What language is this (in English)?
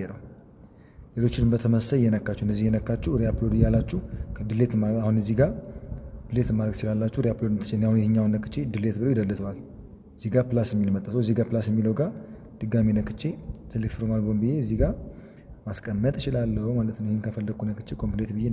Amharic